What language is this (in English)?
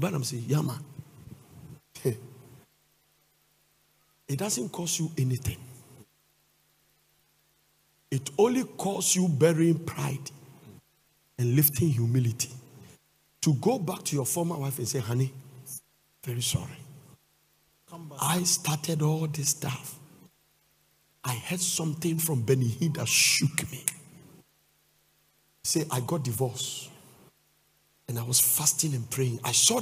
English